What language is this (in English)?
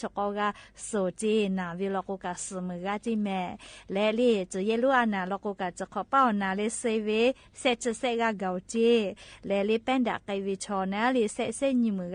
Lahu